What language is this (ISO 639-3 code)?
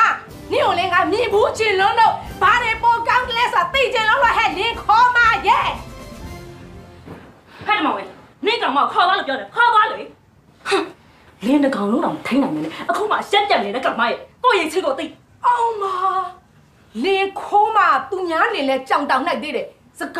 mya